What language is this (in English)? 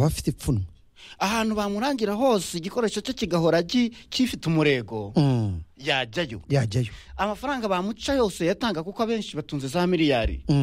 Kinyarwanda